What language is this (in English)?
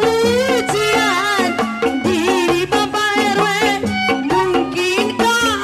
Betawi